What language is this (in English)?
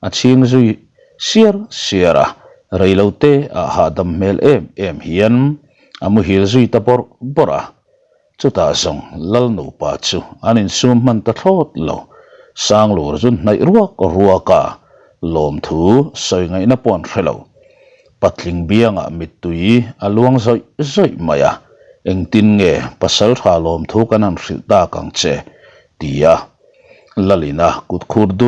Mizo